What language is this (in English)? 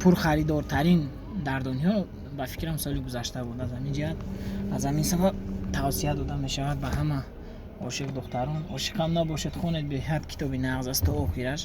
Tajik